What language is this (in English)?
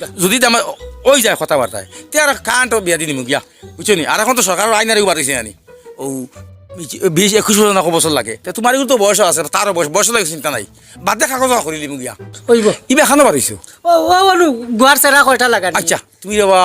Sylheti